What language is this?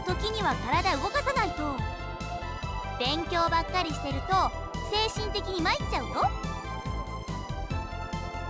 Japanese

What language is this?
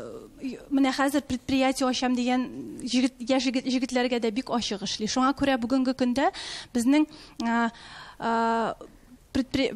Tatar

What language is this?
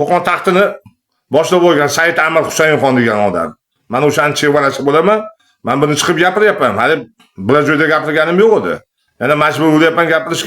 Uzbek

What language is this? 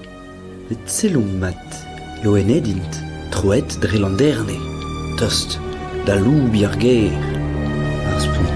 Breton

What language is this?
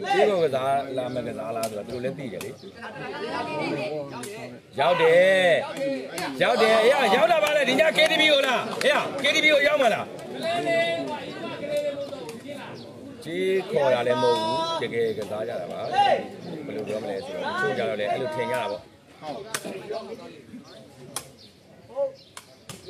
Burmese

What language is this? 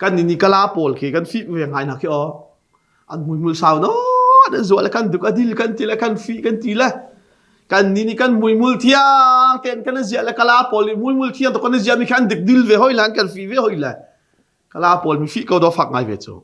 Hakha Chin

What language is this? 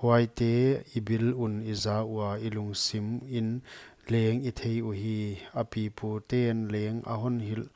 Paite Chin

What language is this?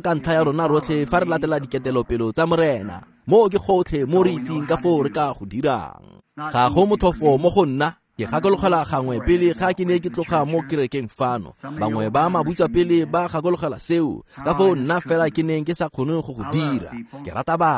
Tswana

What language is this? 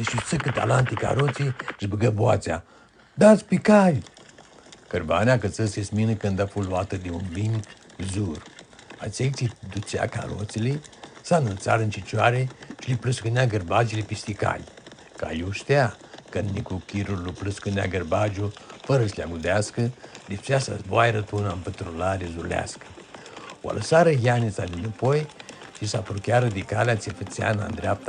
Aromanian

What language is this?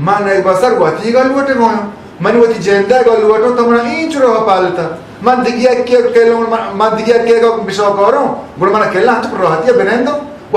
Baluchi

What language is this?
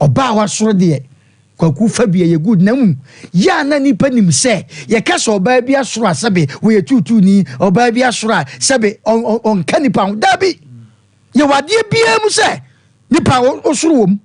Akan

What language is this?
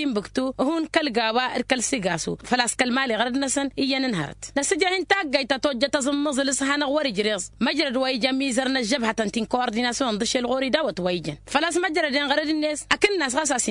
Tamasheq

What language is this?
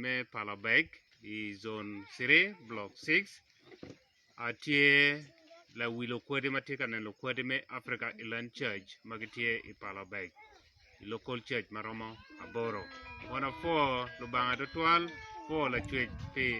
Acoli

